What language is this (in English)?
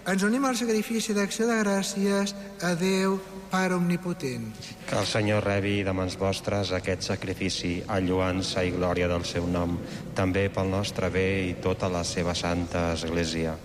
Catalan